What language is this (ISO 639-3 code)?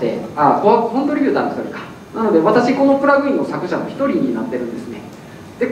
jpn